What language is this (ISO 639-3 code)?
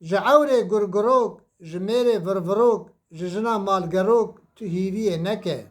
kur